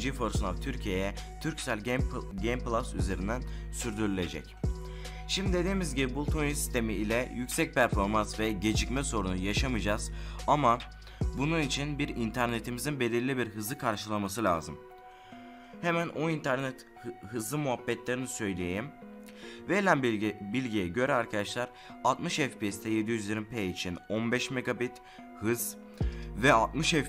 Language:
Turkish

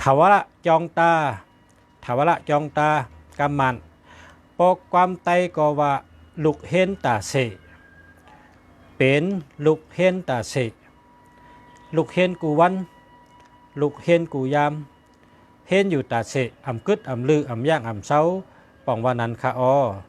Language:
Shan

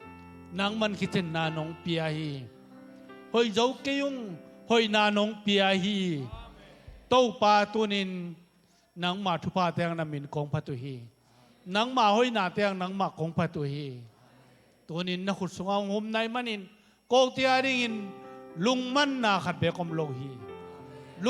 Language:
Tedim Chin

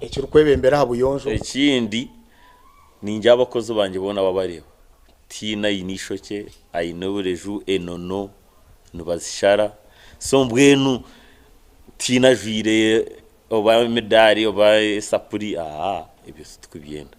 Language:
Nyankole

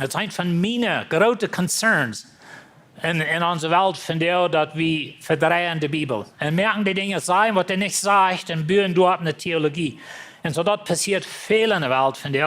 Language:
Plautdietsch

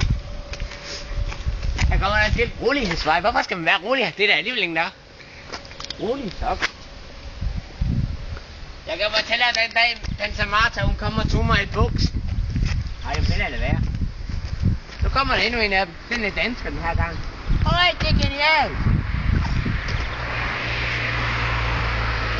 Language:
Danish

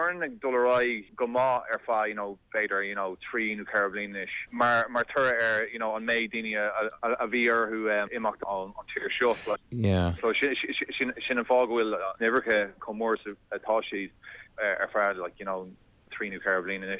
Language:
Irish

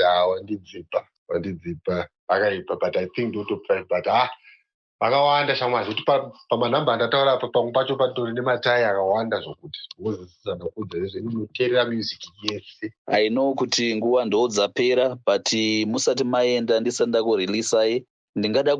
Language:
Shona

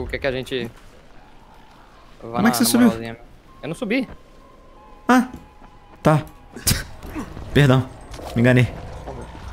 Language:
Portuguese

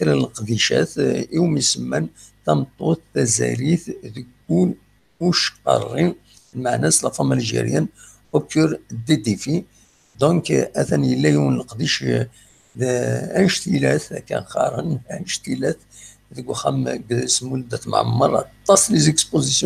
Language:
Kabyle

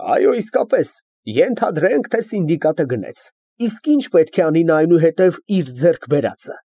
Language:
Armenian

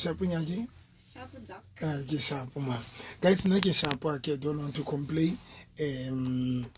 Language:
Southern Sotho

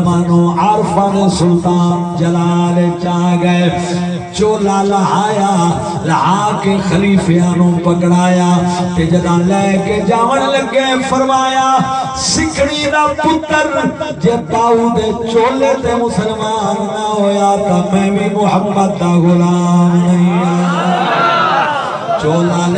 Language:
Saraiki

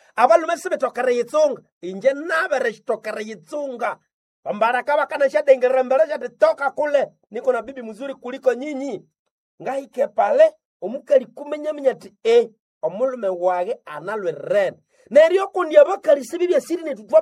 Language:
Nande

